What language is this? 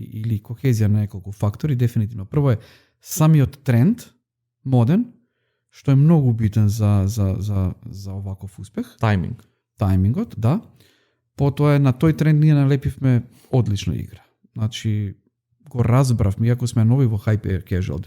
Macedonian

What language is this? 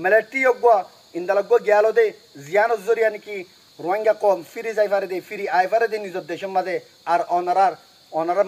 Rohingya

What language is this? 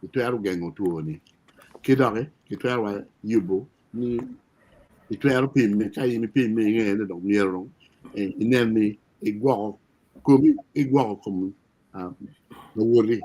Acoli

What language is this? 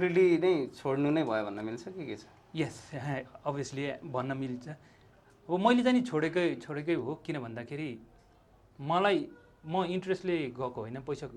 Nepali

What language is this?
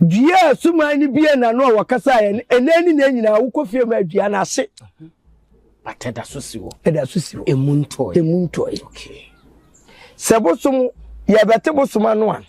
Akan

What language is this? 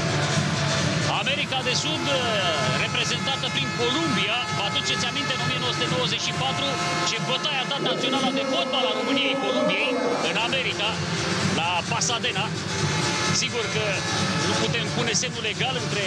Romanian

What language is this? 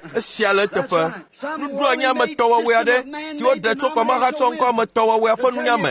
Ewe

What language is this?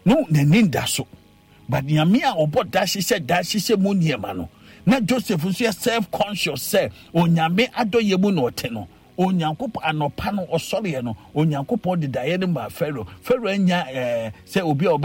Akan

